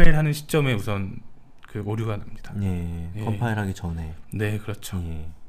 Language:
Korean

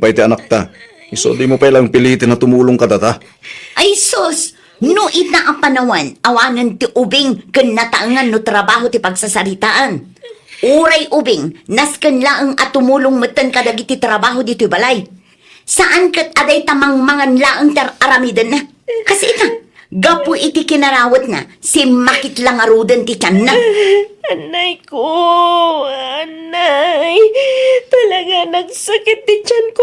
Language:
Iloko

